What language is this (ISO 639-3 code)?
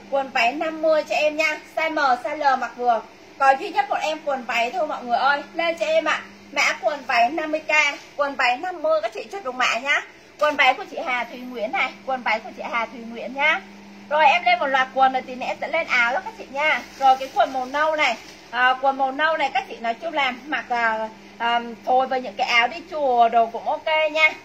vie